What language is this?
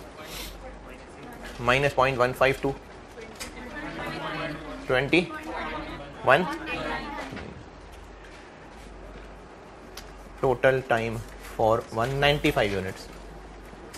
Hindi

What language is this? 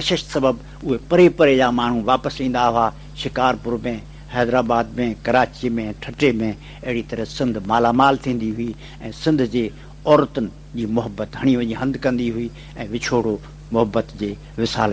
Sindhi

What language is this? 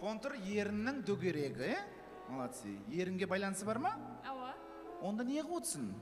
Kara-Kalpak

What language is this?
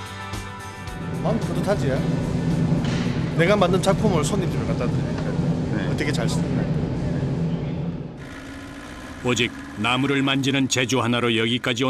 Korean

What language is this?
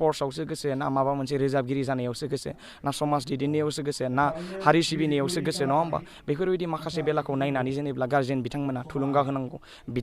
Bodo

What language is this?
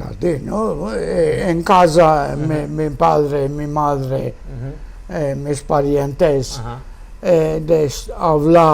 Ladino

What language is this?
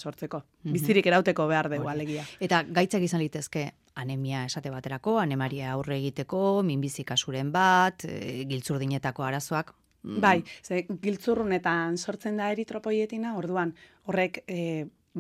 Basque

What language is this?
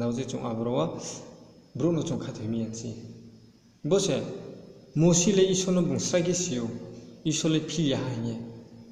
Riang (India)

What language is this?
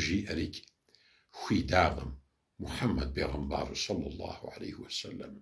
Kabardian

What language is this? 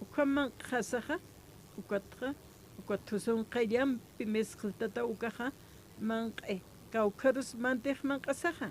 Aymara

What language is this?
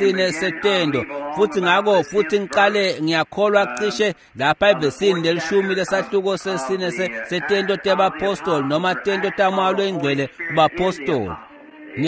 Swati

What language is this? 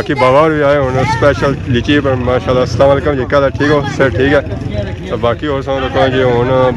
Pahari-Potwari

